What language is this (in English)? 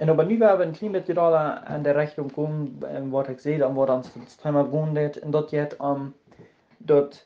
Plautdietsch